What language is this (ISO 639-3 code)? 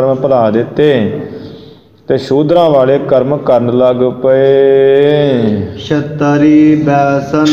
pan